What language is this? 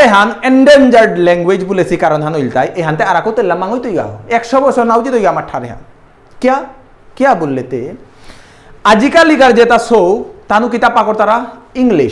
Bishnupriya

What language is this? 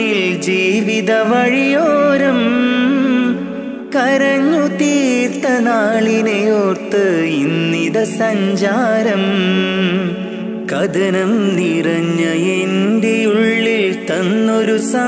Malayalam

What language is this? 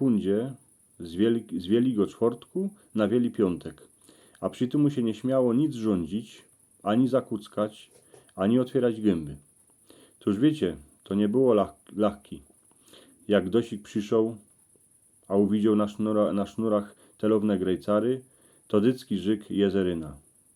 Silesian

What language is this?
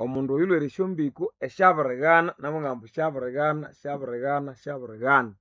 Nande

